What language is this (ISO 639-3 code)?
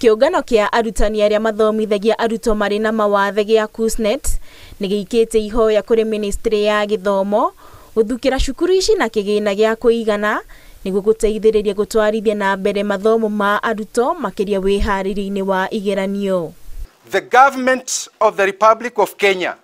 kik